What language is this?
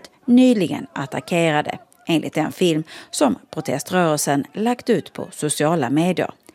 Swedish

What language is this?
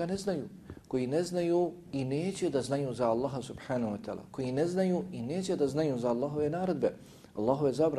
Bosnian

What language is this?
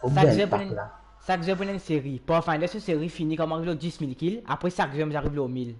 Morisyen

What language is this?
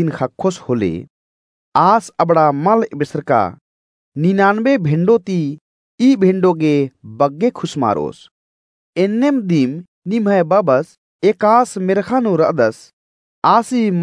Kurukh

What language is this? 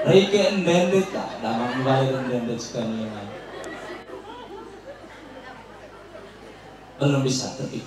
Indonesian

